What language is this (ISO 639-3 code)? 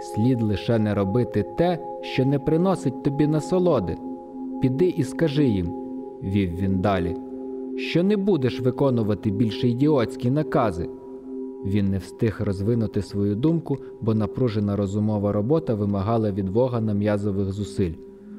ukr